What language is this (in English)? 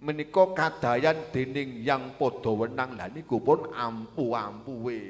Javanese